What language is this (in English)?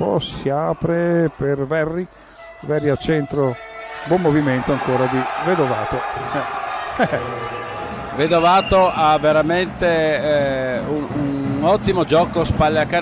Italian